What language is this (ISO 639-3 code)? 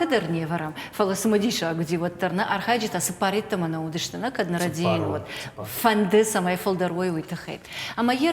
oss